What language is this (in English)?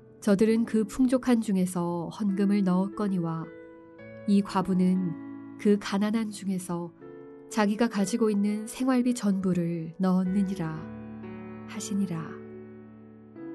Korean